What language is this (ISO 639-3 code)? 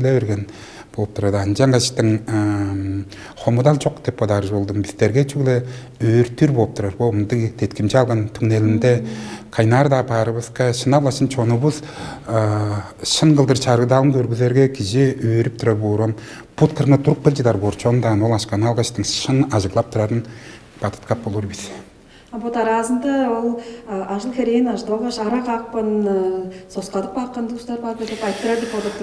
tyv